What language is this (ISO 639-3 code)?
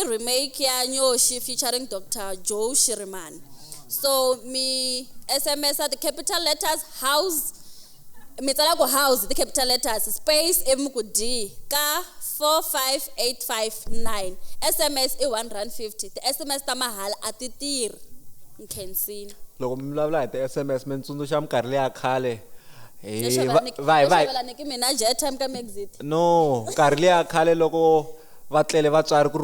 tso